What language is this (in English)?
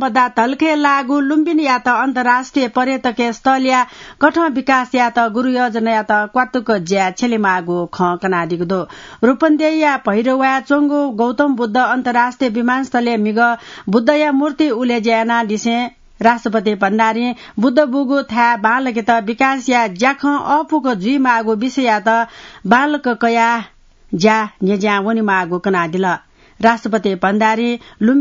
Newari